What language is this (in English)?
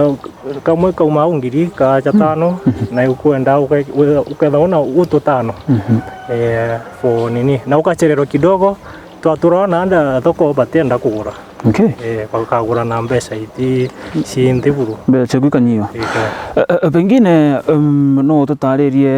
Meru